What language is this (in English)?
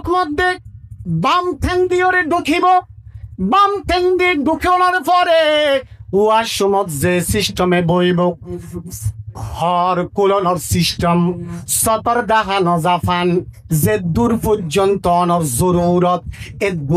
Rohingya